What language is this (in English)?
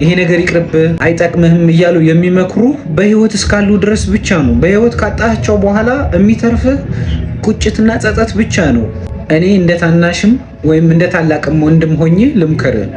Amharic